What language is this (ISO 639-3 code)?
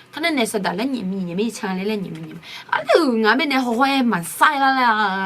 ahk